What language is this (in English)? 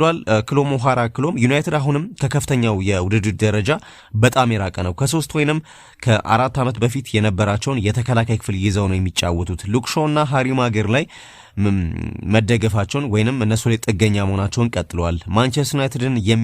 Amharic